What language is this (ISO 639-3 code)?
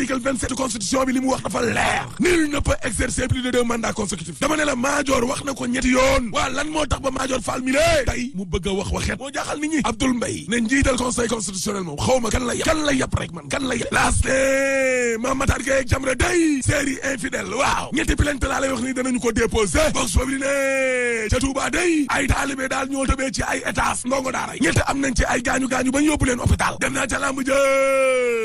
wol